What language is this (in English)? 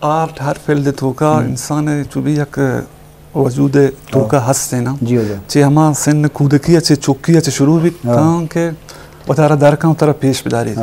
Eastern Balochi